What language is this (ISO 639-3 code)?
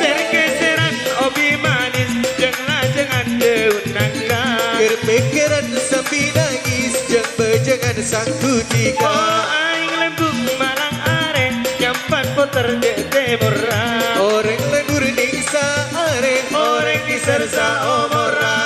mad